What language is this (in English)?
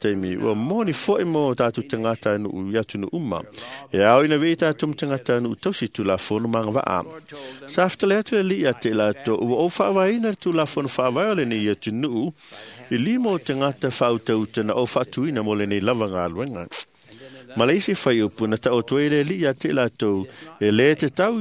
Samoan